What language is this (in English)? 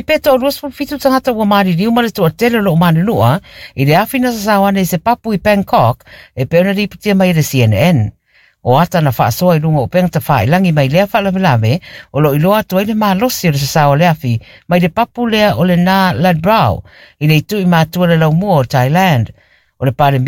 Samoan